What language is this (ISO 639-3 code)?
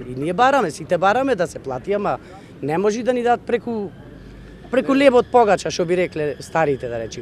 mkd